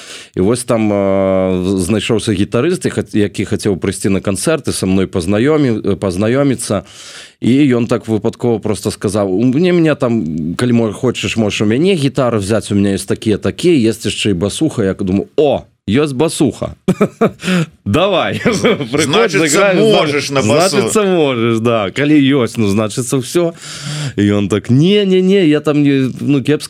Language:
Belarusian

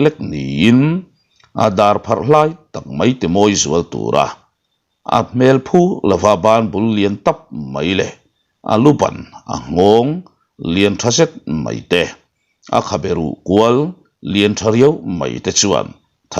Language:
Mizo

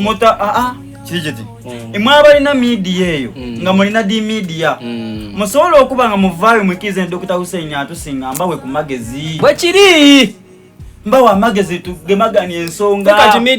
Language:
Soga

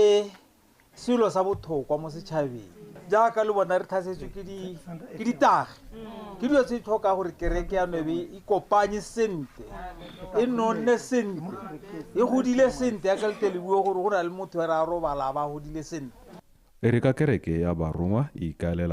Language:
Tswana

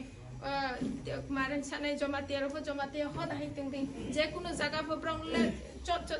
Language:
Riang (India)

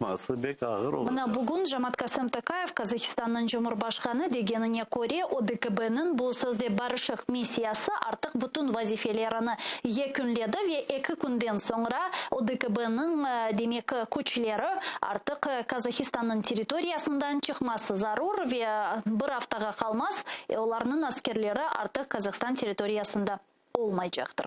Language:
Crimean Tatar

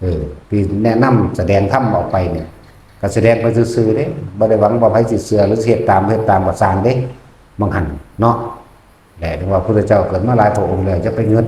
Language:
Lao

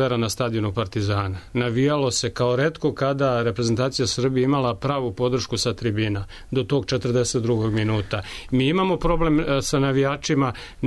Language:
Serbian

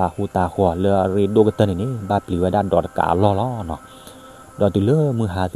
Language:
S'gaw Karen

